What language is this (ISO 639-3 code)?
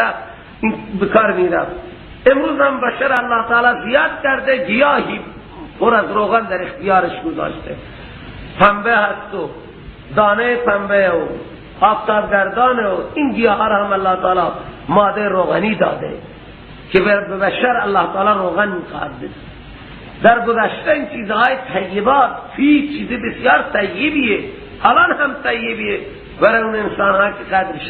fas